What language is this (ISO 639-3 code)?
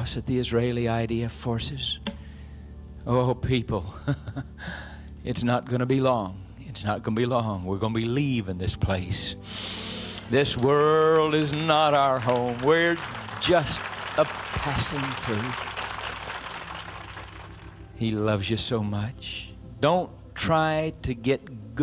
eng